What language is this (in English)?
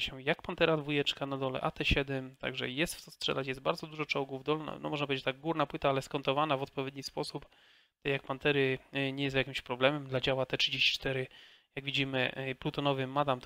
Polish